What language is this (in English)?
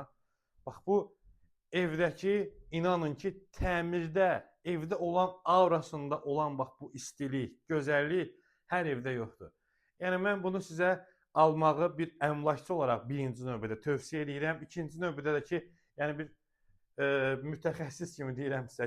Azerbaijani